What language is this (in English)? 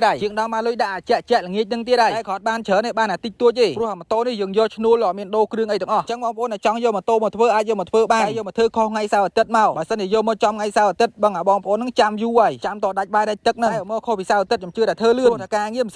Khmer